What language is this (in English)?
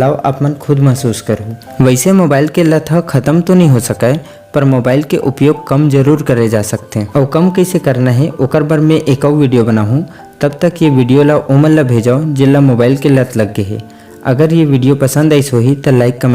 Chhattisgarhi